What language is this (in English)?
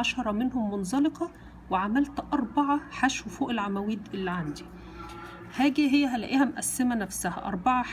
Egyptian Arabic